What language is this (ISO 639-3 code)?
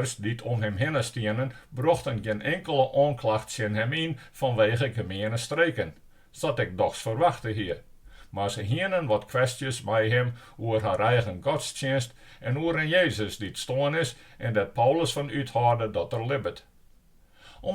fry